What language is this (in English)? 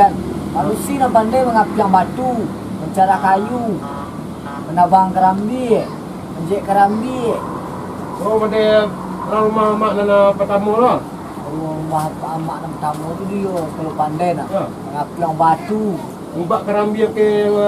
Minangkabau